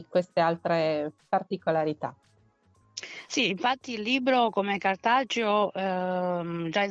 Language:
Italian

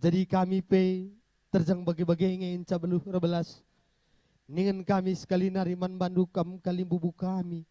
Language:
Batak Karo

